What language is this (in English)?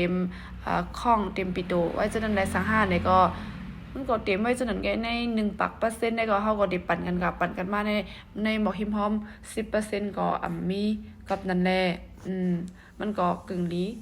Shan